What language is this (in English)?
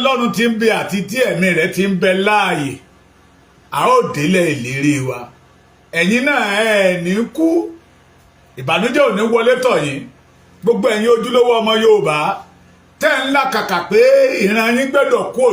Yoruba